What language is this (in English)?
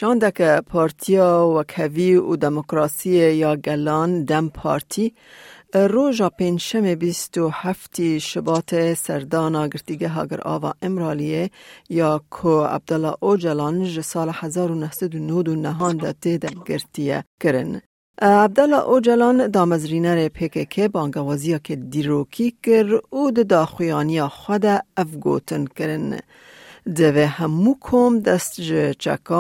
Kurdish